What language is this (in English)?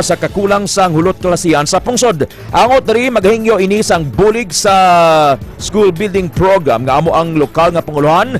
Hiligaynon